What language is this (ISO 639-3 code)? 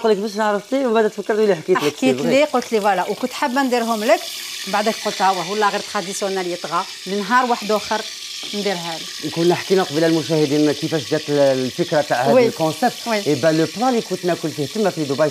arq